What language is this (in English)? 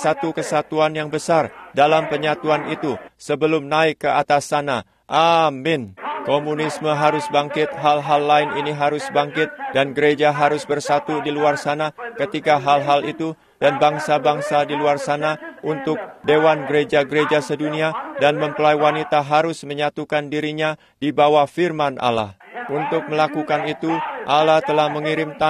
Indonesian